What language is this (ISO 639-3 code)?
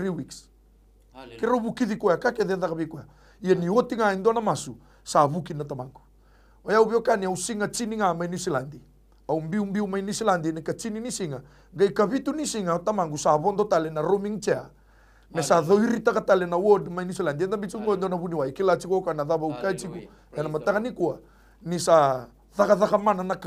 fij